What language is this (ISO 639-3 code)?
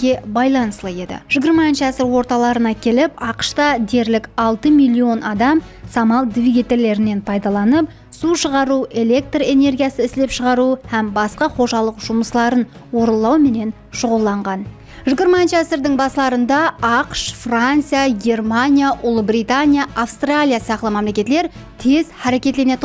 kaa